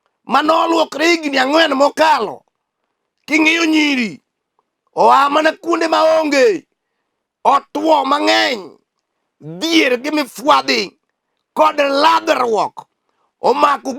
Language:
Luo (Kenya and Tanzania)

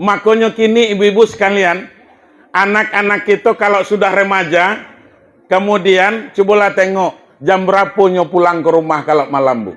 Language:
Minangkabau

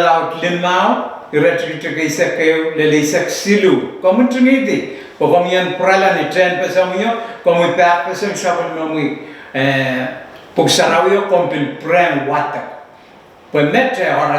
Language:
Pohnpeian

